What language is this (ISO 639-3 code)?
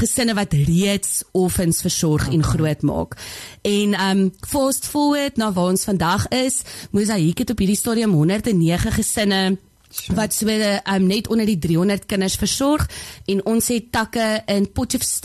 afr